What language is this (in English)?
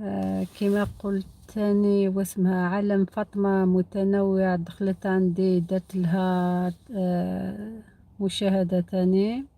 Algerian Arabic